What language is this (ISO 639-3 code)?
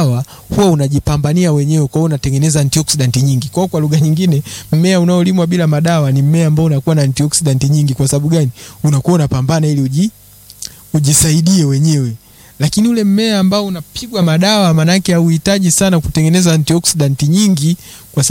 swa